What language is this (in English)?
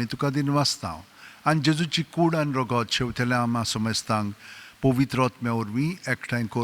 Konkani